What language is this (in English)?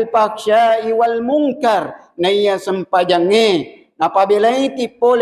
Buginese